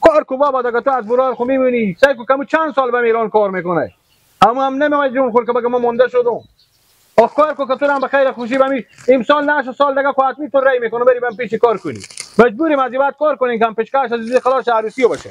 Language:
Persian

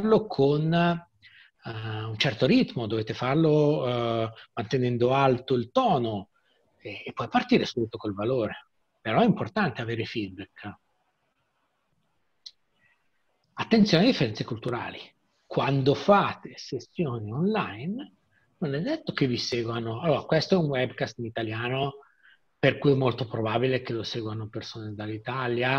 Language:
Italian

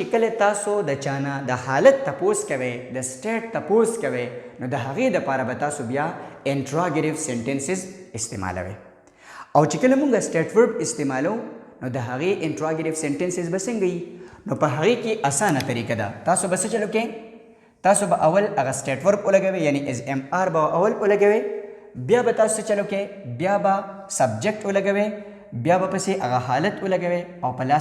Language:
Pashto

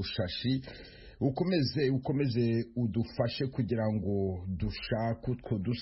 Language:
Kinyarwanda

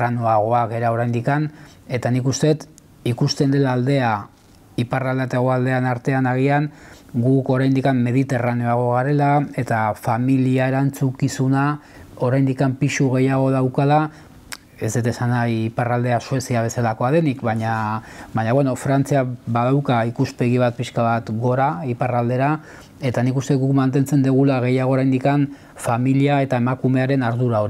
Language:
Basque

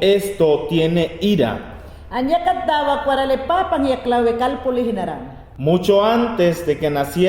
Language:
Mayangna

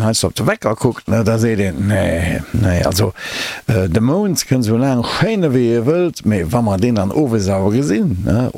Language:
Luxembourgish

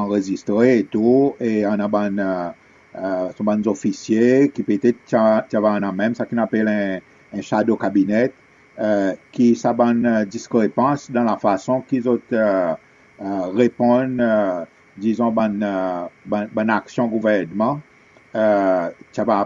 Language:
Seselwa Creole French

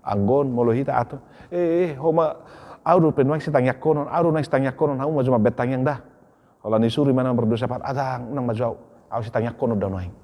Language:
Batak Toba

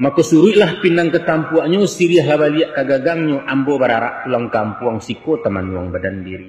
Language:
Minangkabau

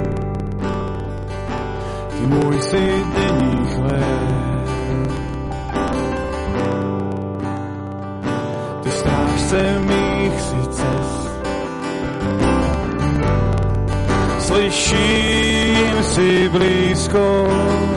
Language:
Czech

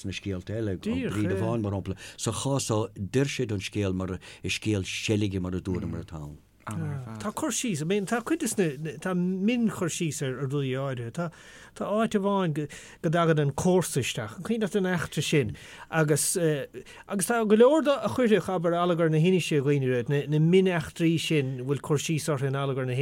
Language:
Irish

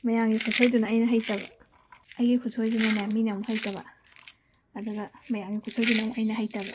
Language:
Manipuri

